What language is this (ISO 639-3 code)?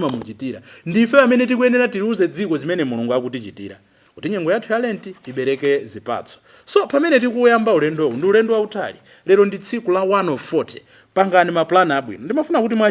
nya